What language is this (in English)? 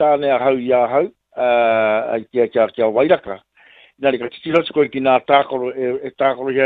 Māori